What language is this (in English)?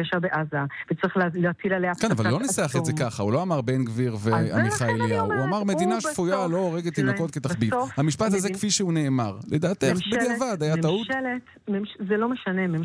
Hebrew